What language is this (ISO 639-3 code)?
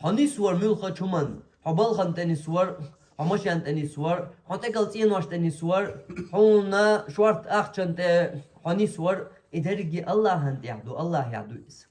che